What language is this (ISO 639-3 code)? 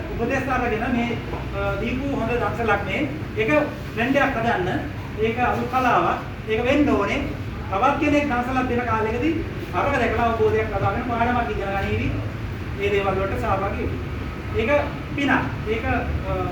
sin